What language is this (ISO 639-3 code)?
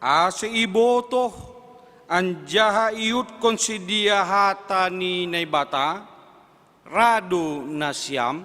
bts